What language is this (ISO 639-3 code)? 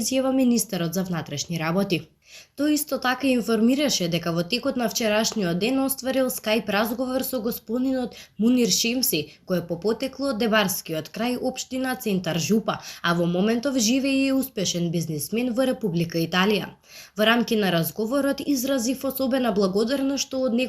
mkd